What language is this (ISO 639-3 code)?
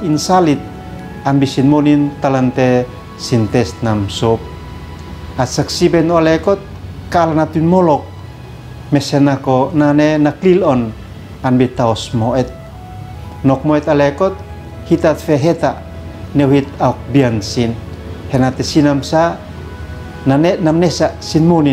aoz